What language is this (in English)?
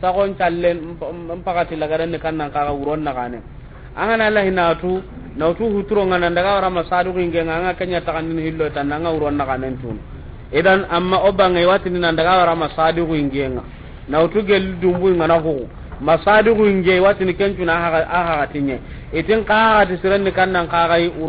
Soninke